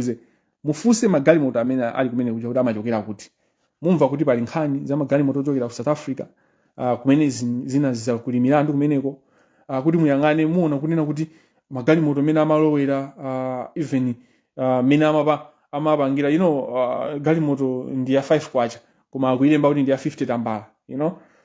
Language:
Nyanja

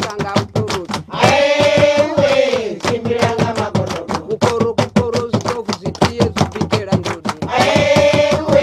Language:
Venda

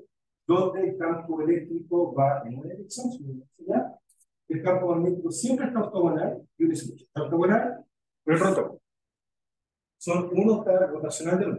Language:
Spanish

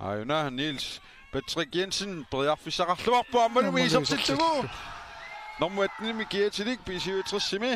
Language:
Kalaallisut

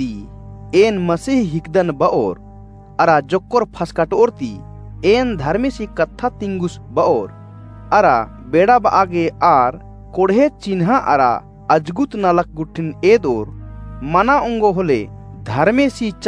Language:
Kurukh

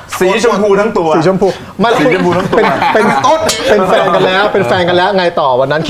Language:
Thai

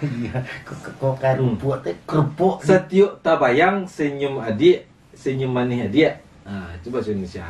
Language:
Minangkabau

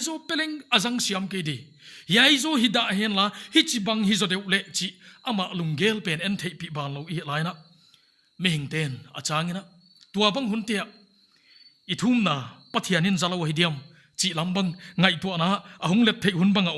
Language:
Paite Chin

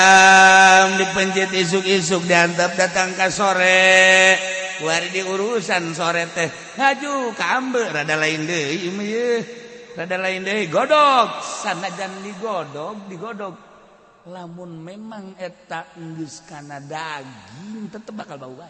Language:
Sundanese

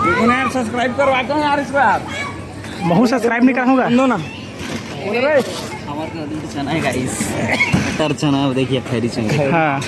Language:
Chhattisgarhi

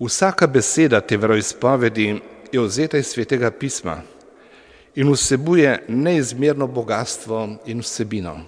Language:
Slovenian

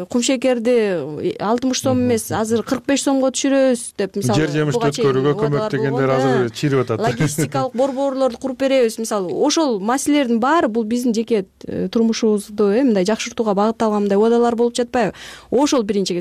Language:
Kyrgyz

